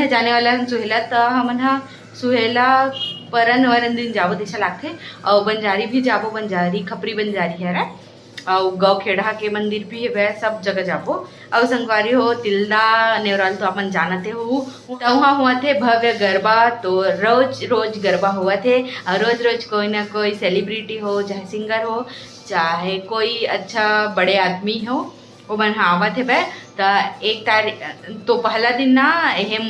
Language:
Chhattisgarhi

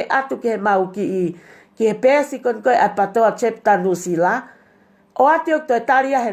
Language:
Tongan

